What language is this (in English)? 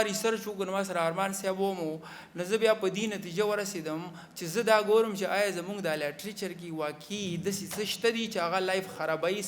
Pashto